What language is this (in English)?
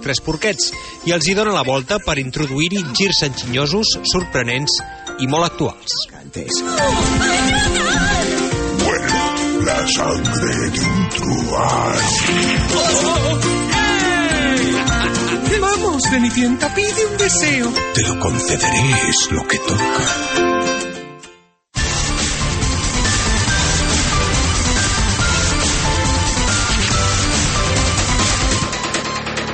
Catalan